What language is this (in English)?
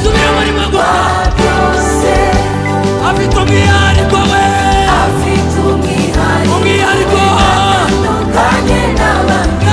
Kinyarwanda